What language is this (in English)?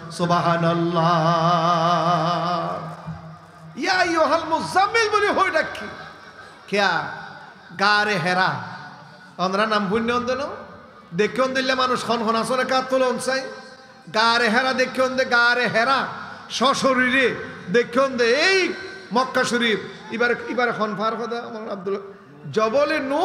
Rohingya